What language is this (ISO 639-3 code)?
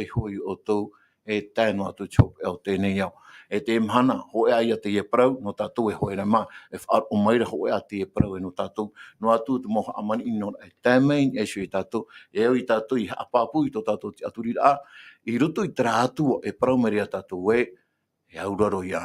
tah